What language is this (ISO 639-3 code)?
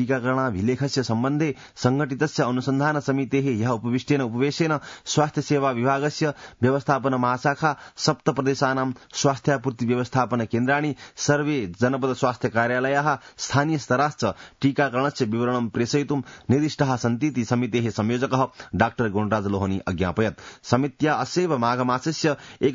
san